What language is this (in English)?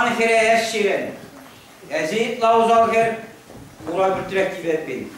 Chuvash